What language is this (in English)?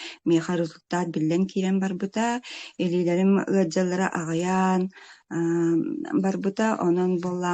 Yakut